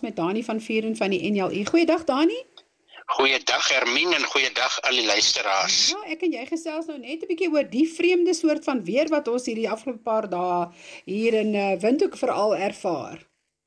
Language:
Afrikaans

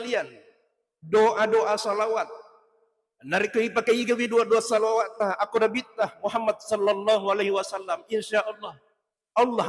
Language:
Buginese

